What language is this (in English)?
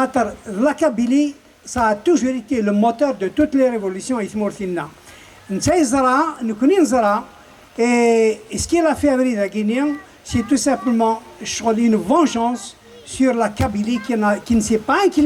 Kabyle